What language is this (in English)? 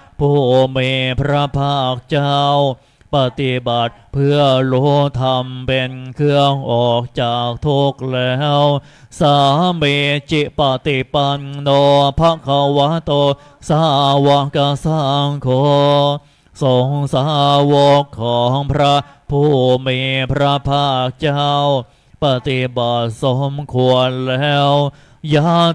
Thai